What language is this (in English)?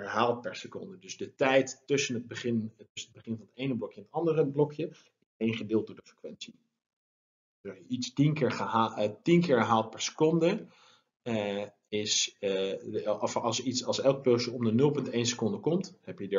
Dutch